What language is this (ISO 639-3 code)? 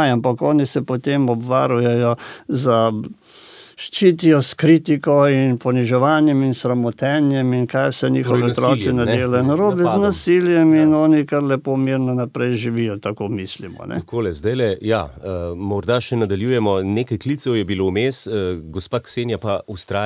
slv